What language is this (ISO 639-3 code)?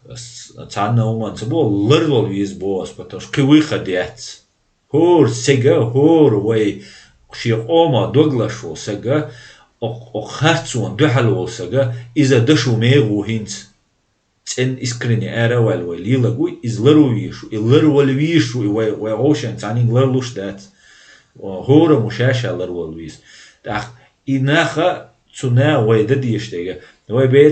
che